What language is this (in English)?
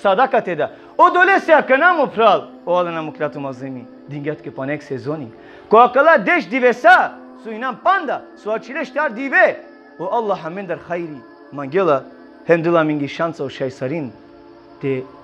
Balkan Romani